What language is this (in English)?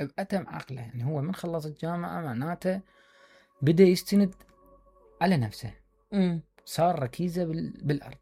Mesopotamian Arabic